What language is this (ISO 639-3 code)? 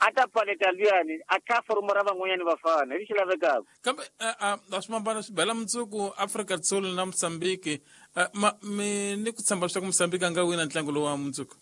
tso